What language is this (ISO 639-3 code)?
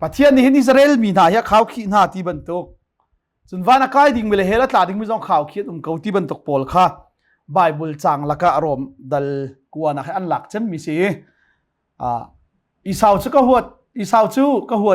cnh